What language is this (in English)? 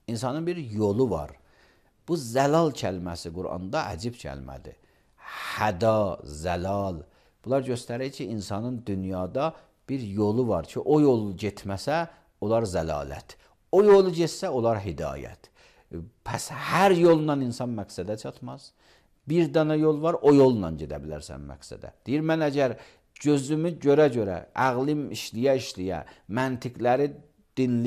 Azerbaijani